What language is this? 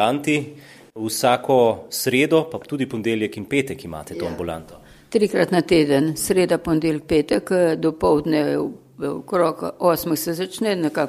Slovenian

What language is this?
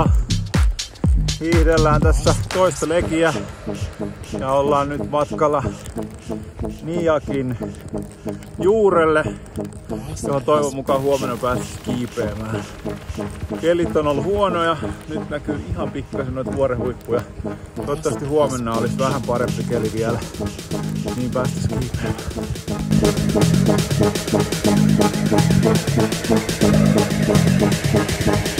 Finnish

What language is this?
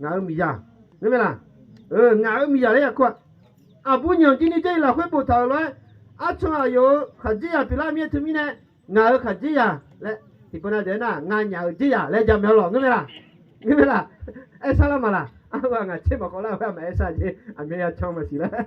Akha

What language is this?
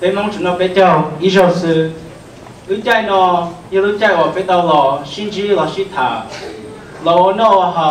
Hmong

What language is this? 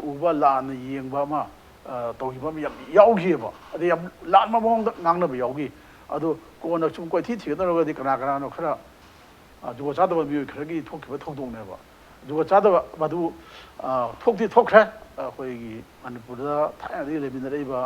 Manipuri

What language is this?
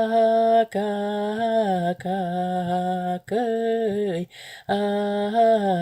Yakut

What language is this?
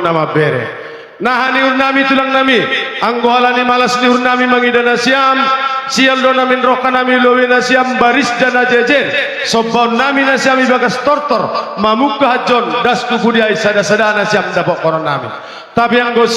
Batak Simalungun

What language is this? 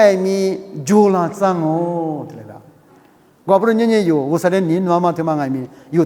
Lisu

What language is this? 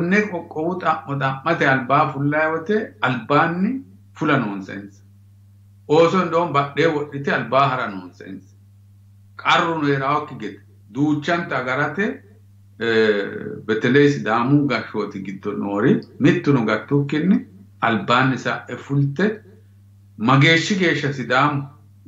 Sidamo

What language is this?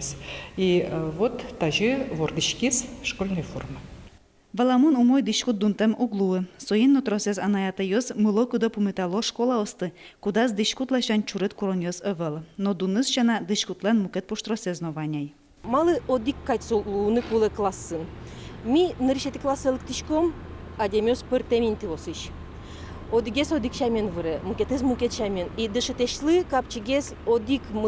Udmurt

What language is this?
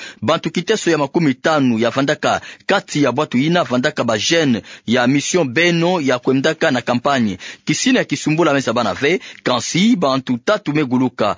Kituba (Democratic Republic of Congo)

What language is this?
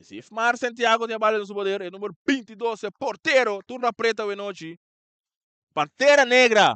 Papiamento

